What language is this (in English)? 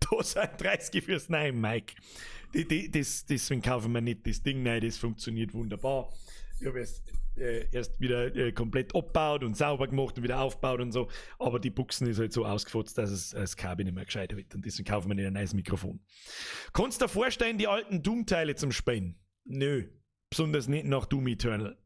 Bavarian